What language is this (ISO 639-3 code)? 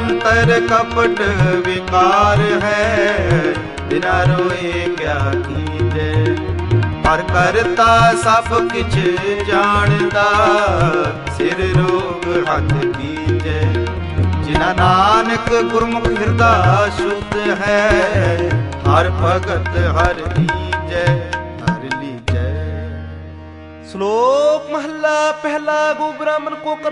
pan